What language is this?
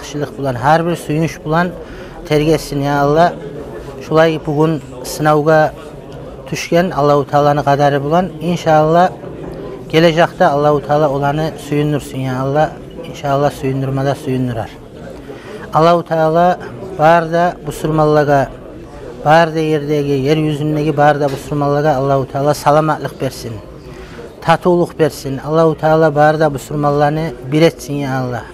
Kumyk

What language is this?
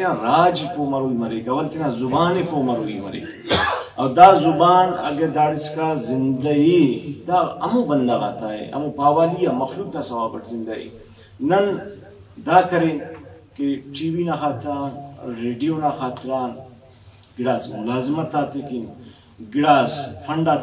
Brahui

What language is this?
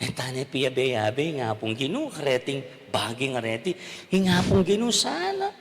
Pampanga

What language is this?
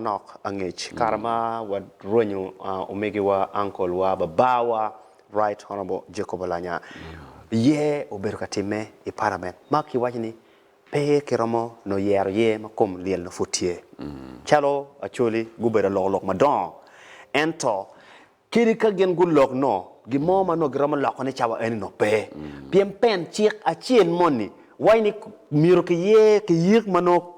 Acoli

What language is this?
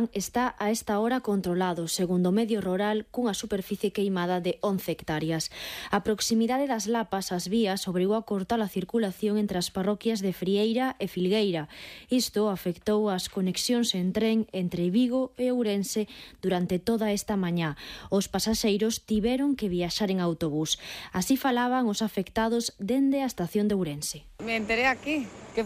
Galician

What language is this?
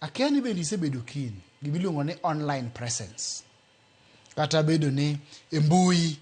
Luo (Kenya and Tanzania)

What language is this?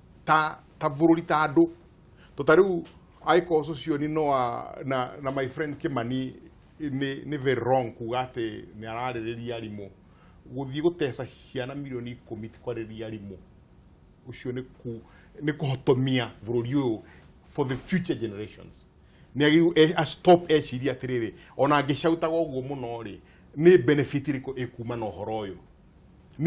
Kikuyu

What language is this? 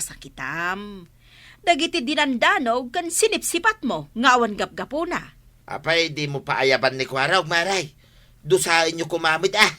Iloko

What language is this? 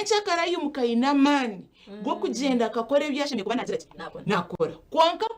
Nyankole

